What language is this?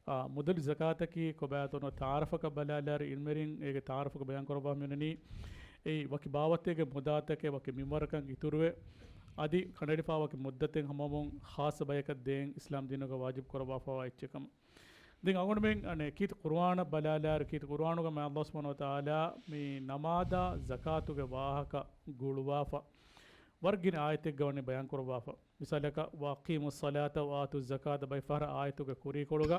Divehi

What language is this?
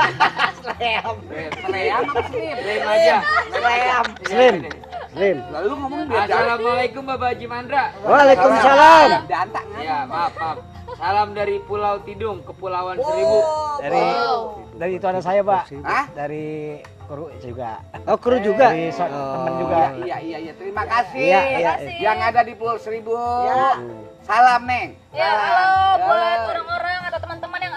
Betawi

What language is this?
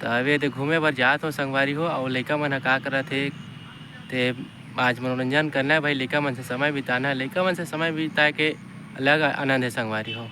Chhattisgarhi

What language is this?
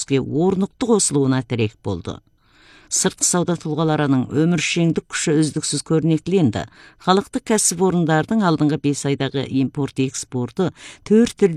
Kazakh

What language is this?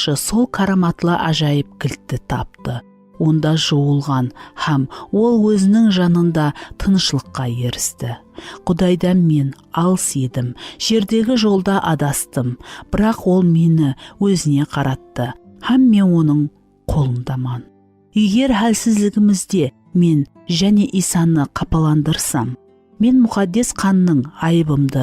Kara-Kalpak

